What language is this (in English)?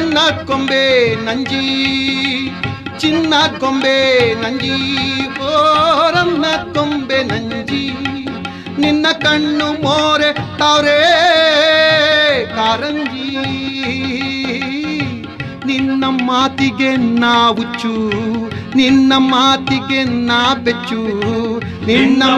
Kannada